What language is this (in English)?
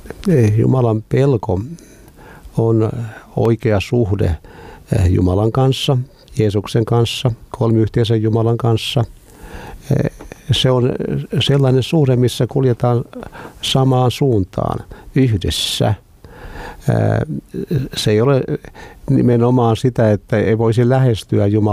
Finnish